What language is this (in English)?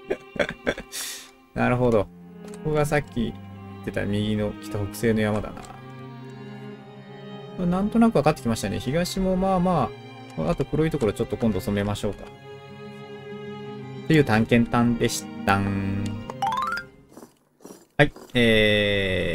Japanese